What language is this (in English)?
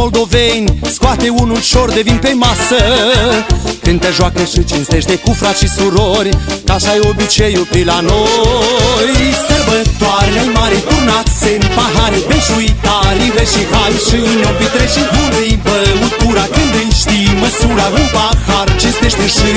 Romanian